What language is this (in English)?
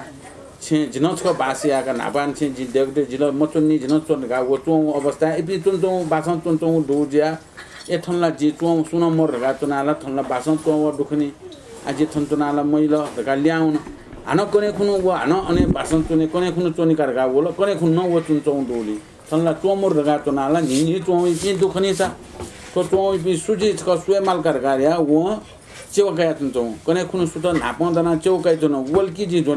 Newari